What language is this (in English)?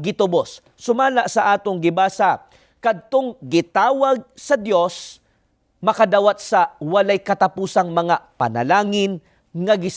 Cebuano